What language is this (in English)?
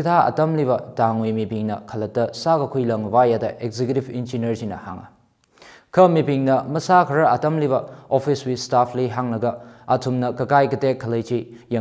Tangkhul Naga (India)